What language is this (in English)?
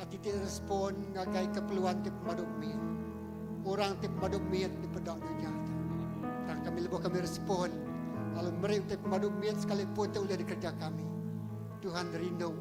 Iban